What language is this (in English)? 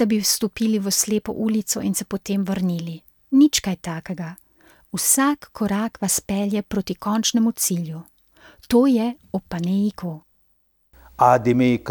Slovenian